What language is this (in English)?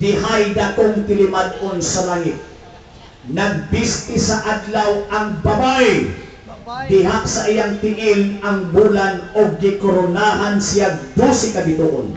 Cebuano